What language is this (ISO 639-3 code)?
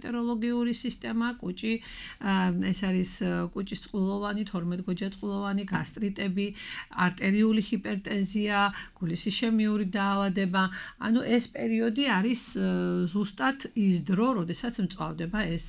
kat